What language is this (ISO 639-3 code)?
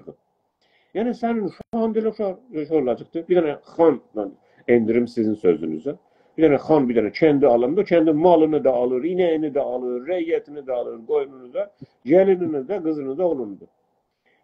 azb